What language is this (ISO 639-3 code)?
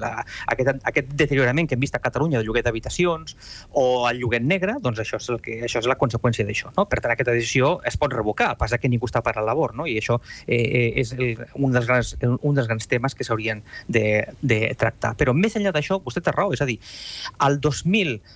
cat